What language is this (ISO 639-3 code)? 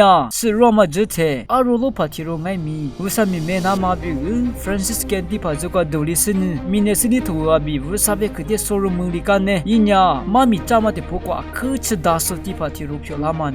lis